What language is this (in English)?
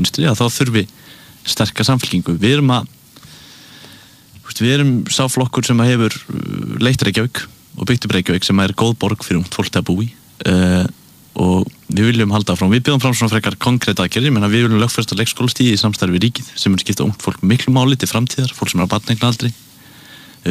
Icelandic